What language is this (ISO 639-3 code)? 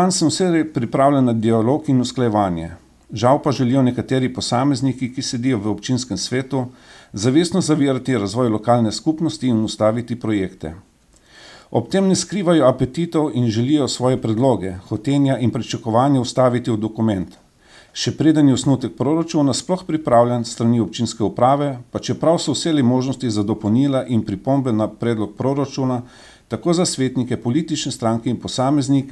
slv